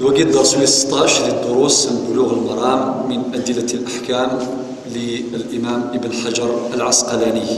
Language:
Kabyle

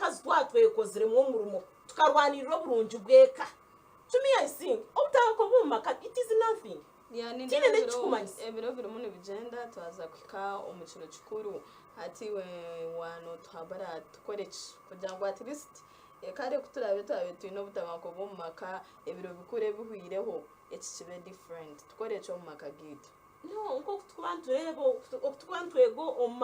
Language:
Nyankole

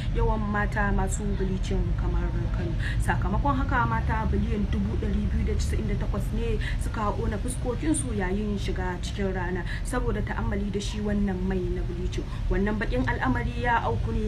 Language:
Hausa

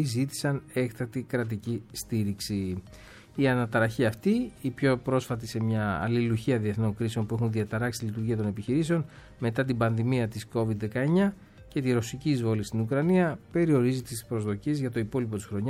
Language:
Greek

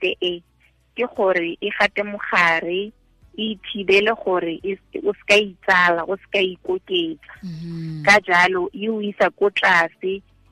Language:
Tswana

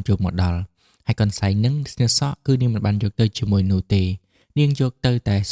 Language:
Khmer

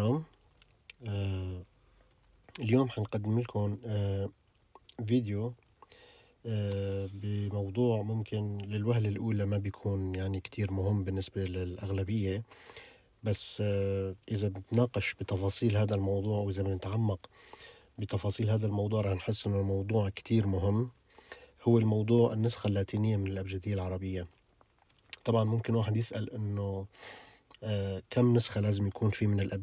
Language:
North Levantine Arabic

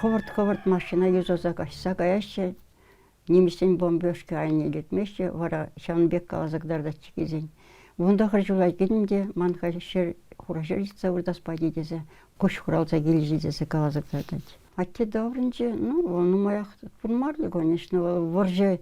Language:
Chuvash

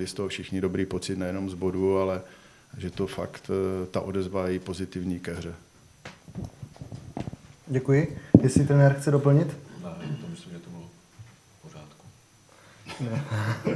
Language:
Czech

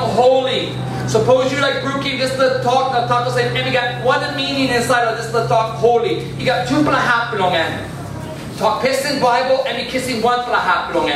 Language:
Tok Pisin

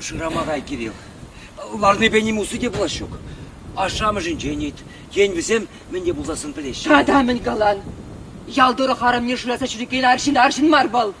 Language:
Chuvash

